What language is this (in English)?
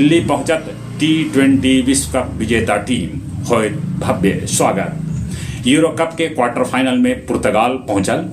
Magahi